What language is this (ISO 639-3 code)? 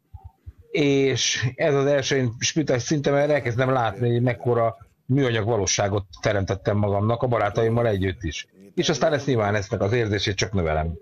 hun